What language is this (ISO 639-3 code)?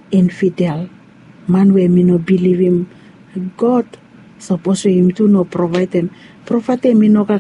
bis